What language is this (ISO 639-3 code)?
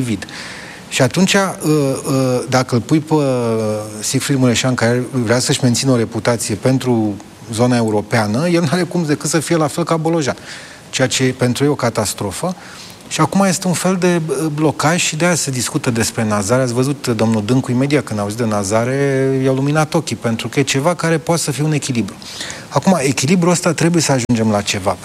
ron